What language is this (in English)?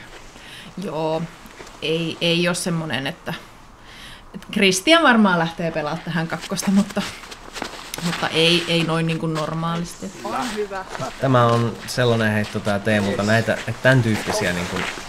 Finnish